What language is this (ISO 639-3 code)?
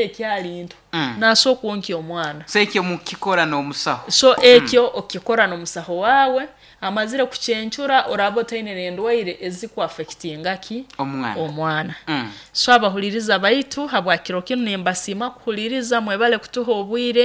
nyo